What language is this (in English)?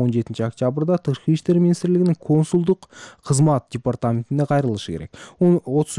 Kyrgyz